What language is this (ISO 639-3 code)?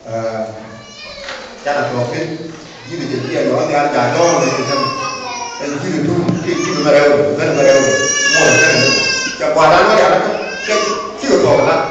nus